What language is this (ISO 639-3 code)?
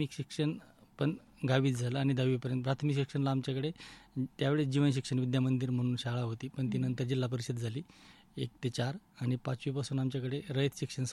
mar